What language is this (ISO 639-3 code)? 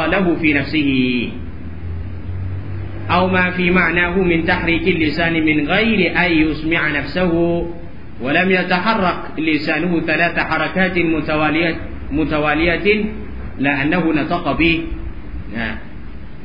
tha